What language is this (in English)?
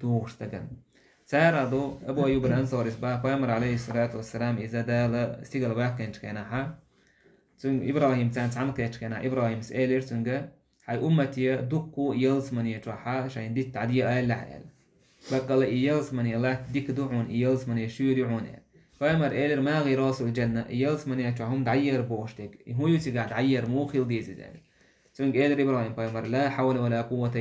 Chechen